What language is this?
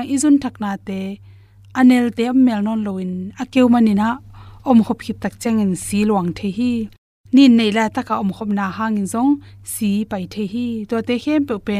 Tedim Chin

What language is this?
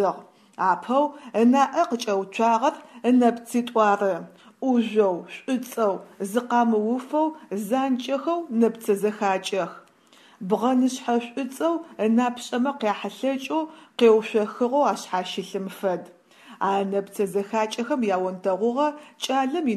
Adyghe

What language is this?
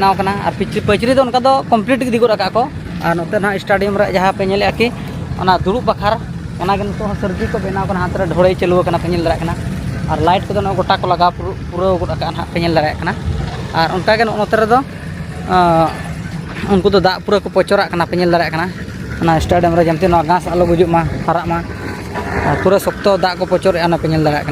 Santali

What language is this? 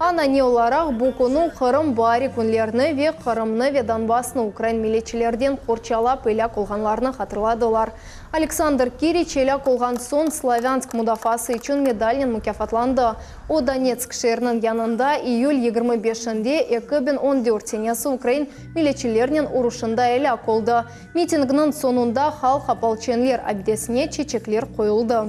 Crimean Tatar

